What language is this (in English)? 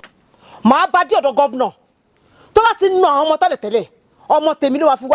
Yoruba